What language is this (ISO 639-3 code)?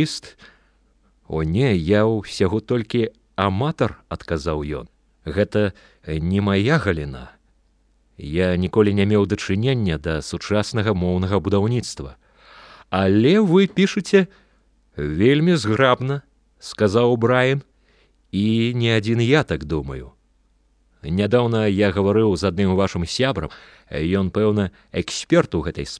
bel